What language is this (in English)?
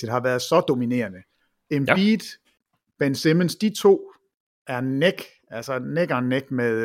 Danish